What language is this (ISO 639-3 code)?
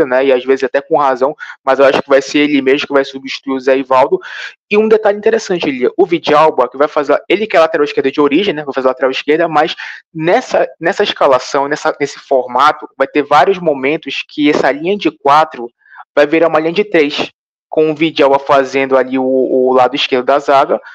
por